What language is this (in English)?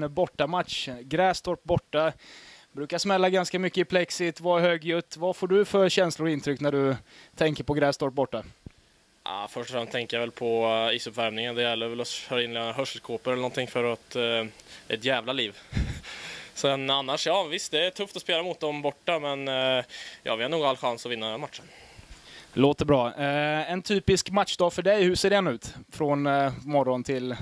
Swedish